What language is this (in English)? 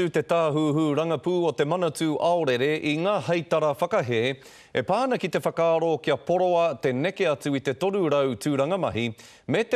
Māori